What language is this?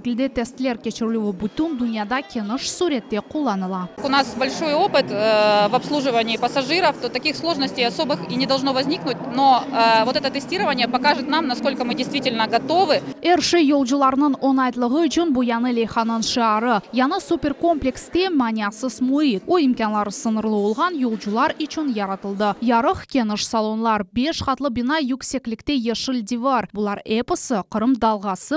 Crimean Tatar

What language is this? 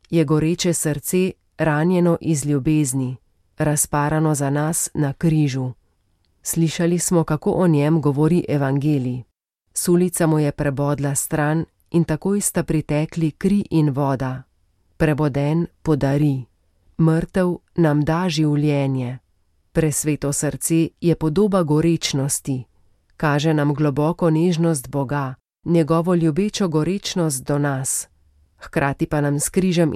Slovenian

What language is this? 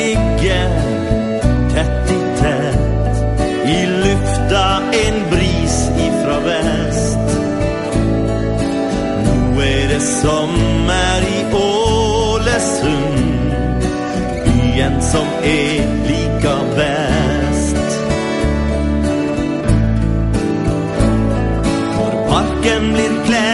Norwegian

